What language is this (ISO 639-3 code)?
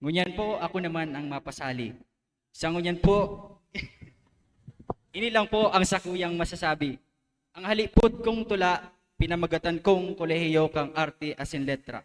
bik